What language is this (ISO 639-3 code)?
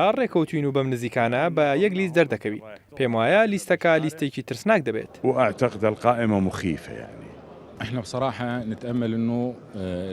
ckb